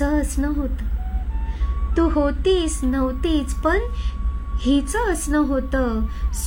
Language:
Marathi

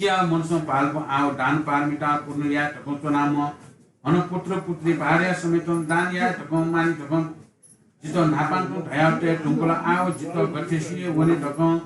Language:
Newari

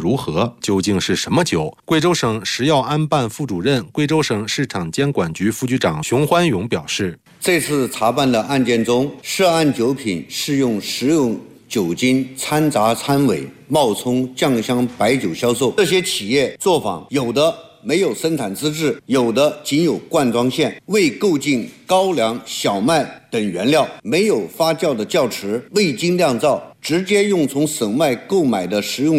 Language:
Chinese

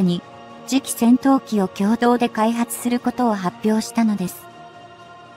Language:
Japanese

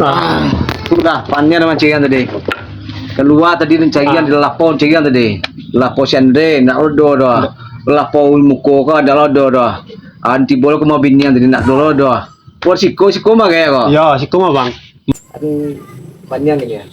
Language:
Minangkabau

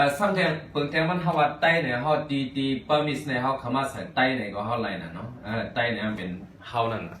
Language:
Shan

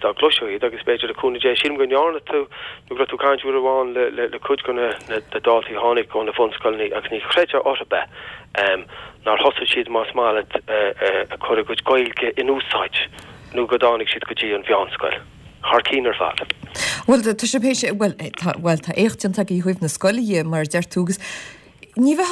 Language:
Irish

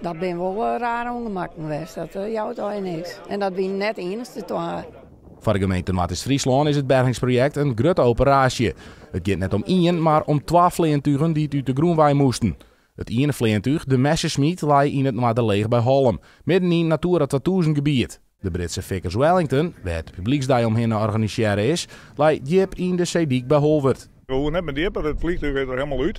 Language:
Western Frisian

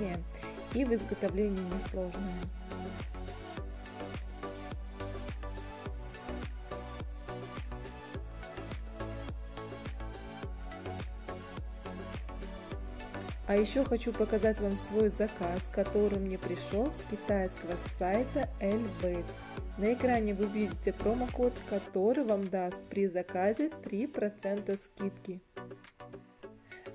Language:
Russian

